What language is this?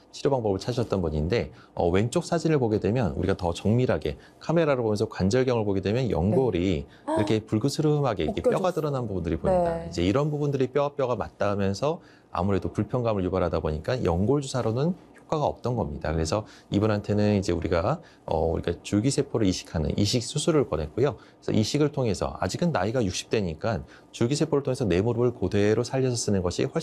Korean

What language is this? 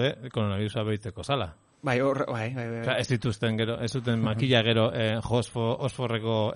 Basque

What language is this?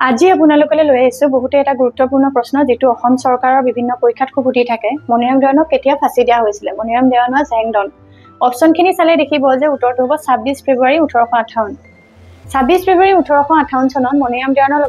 Assamese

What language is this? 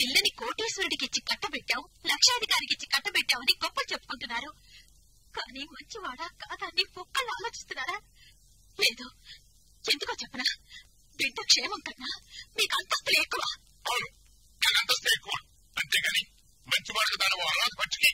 Telugu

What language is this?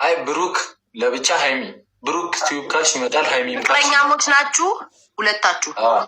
Amharic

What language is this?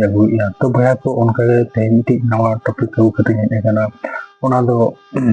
Santali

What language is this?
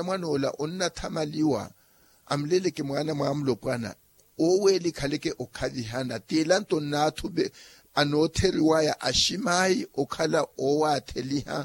Makhuwa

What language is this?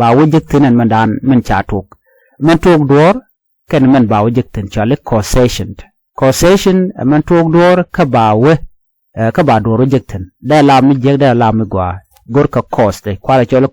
Nuer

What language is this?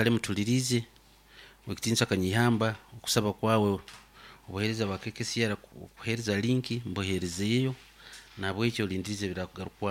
Nyoro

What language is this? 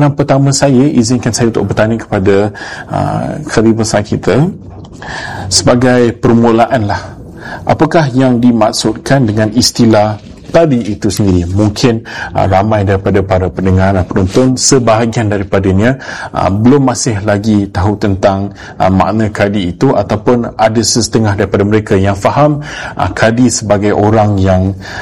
Malay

